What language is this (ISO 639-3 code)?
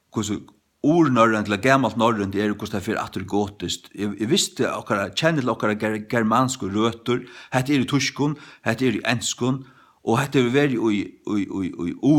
fao